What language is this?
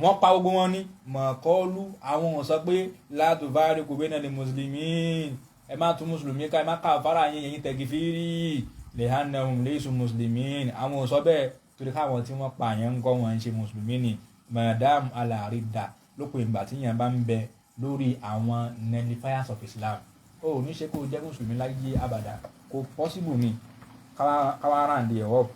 Yoruba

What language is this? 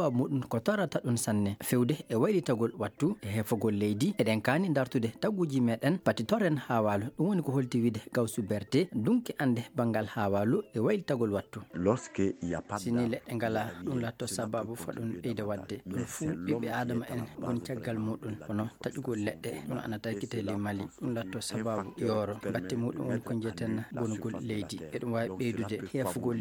Maasina Fulfulde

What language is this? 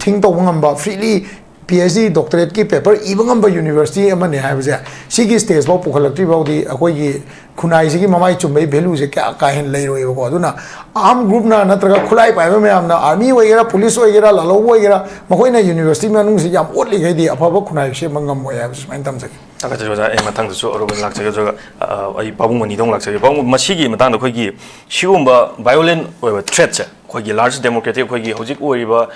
Manipuri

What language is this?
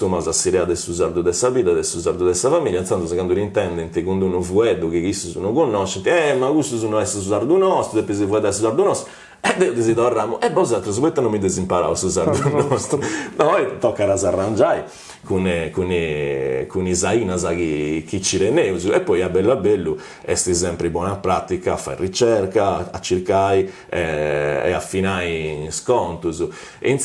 Sardinian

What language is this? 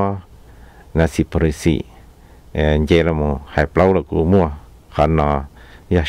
Vietnamese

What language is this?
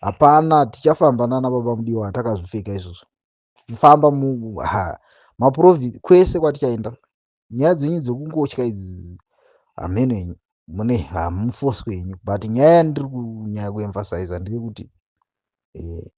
Shona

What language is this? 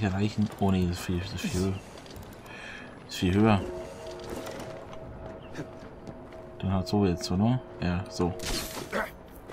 German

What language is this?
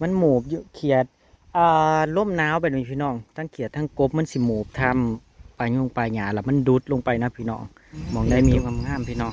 Northeastern Thai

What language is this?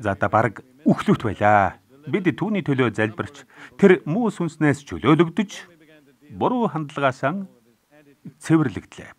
Mongolian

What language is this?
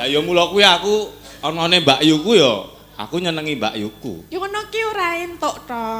Javanese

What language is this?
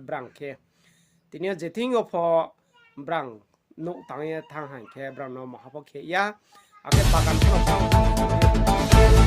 Riang (India)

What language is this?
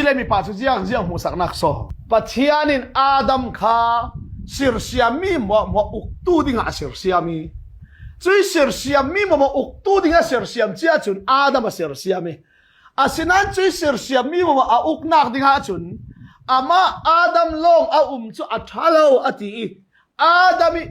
Falam Chin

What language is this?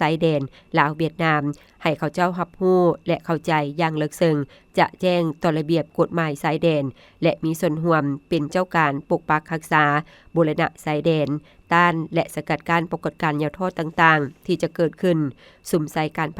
Lao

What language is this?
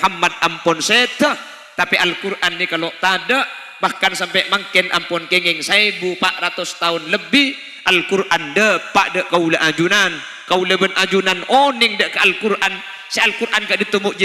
Madurese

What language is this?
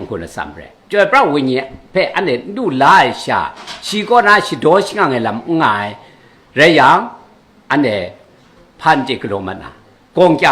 Kachin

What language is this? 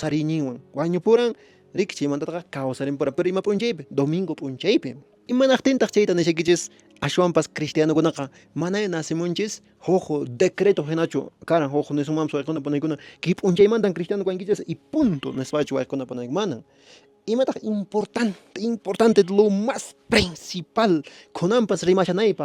Quechua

